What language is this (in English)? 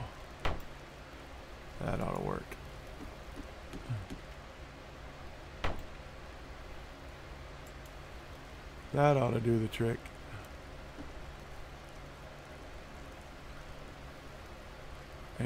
English